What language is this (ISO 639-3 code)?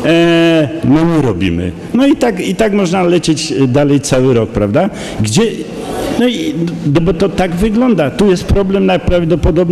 pol